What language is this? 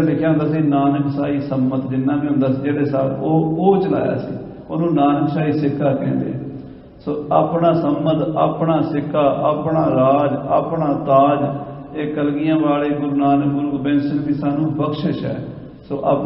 Punjabi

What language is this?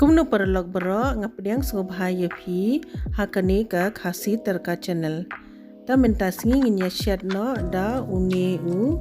Khasi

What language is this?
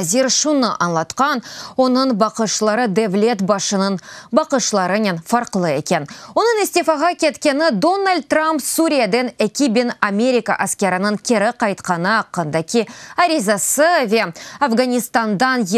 Crimean Tatar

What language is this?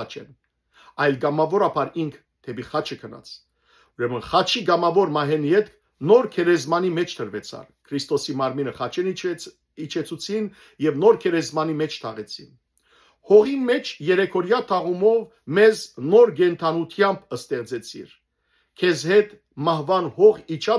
Western Armenian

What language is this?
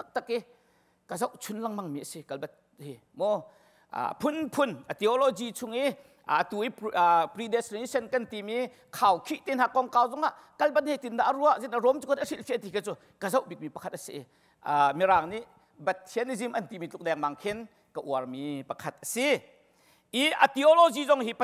Hakha Chin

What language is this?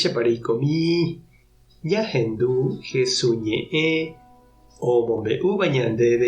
Guarani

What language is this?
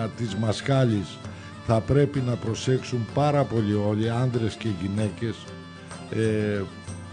Greek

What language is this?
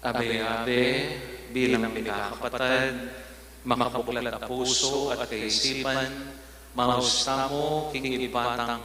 Pampanga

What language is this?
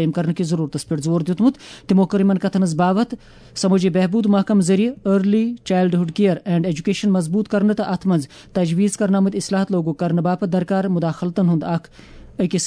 Kashmiri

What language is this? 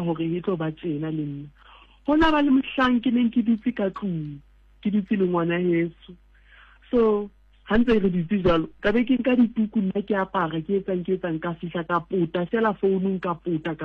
Southern Sotho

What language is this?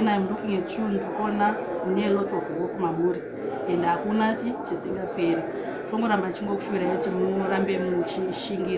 Shona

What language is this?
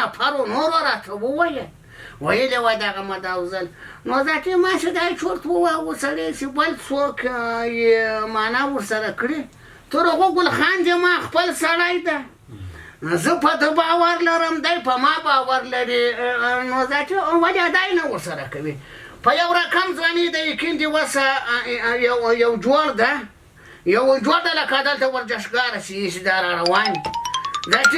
Pashto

